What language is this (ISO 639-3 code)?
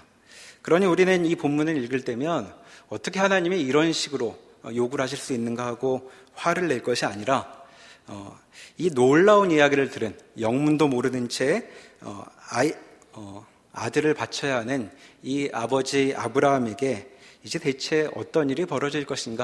kor